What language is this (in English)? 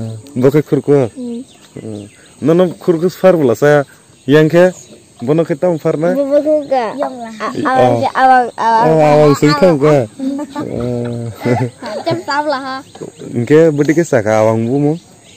Kok Borok